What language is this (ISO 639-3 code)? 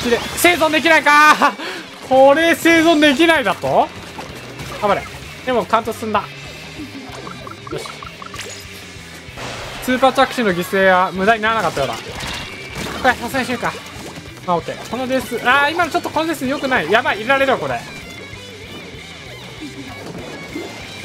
jpn